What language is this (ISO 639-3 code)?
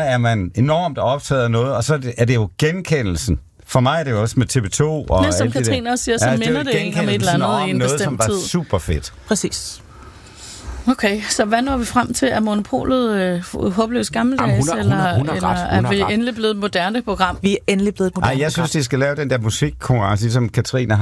dan